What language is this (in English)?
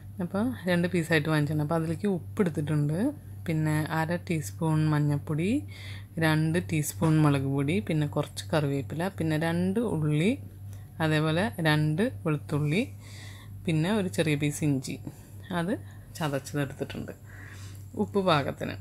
Malayalam